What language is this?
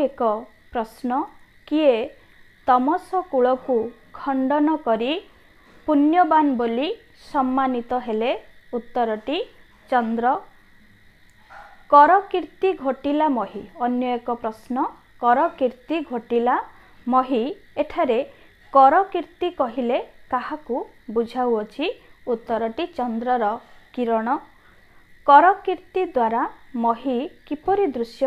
Odia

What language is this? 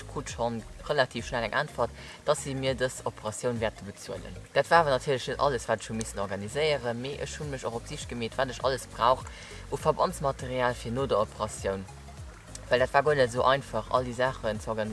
Luxembourgish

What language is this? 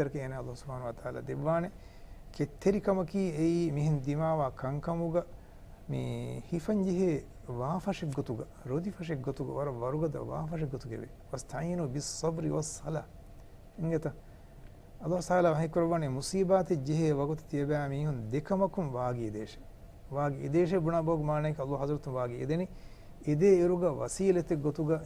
Divehi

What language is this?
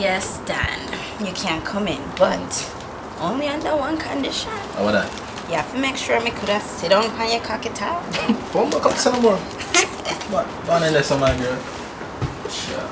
Jamaican Creole English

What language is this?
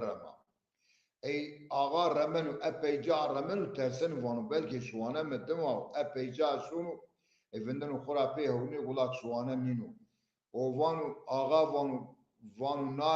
Zaza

